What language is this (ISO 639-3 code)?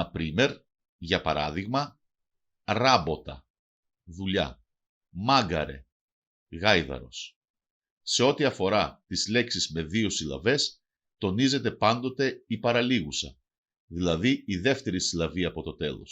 mkd